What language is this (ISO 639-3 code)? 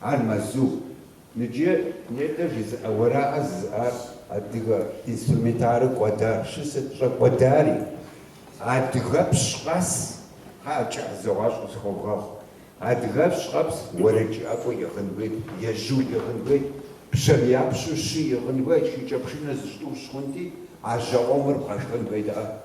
kbd